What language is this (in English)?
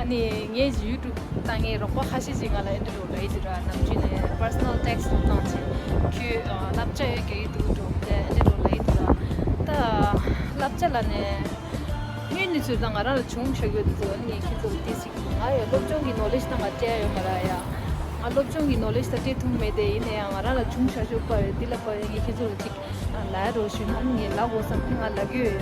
Tibetan